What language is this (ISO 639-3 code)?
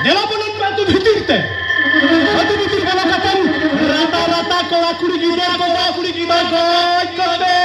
sat